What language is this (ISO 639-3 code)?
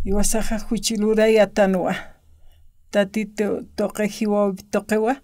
aym